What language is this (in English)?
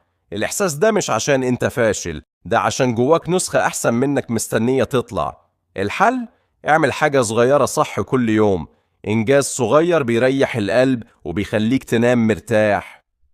Egyptian Arabic